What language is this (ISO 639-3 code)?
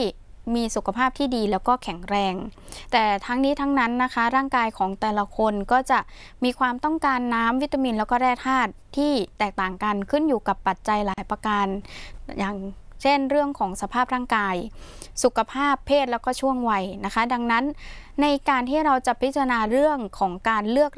tha